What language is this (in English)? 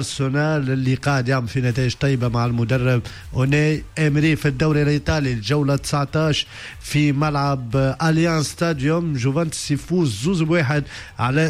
Tunisian Arabic